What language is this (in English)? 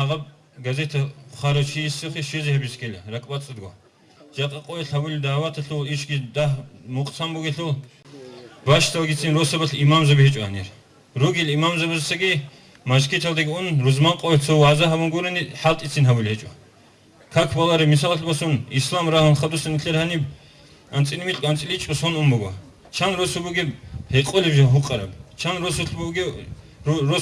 Avaric